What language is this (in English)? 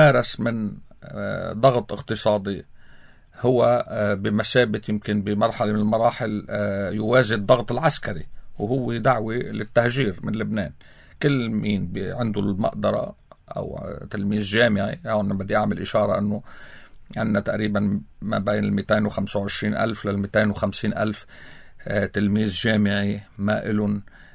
North Levantine Arabic